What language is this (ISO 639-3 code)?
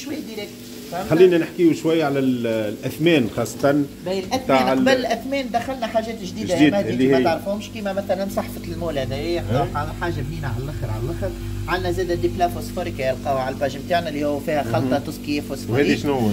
aeb